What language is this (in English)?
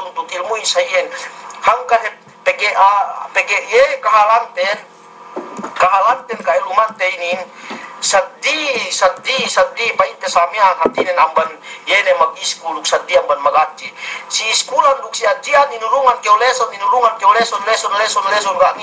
Yakan